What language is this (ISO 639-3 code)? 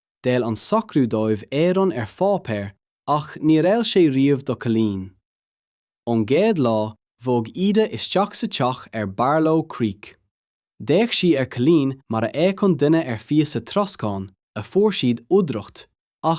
gle